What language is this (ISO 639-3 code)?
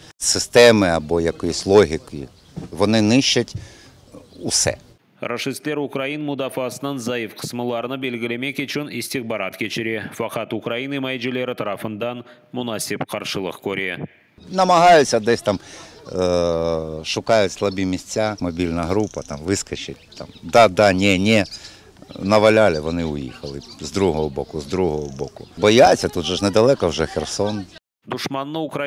crh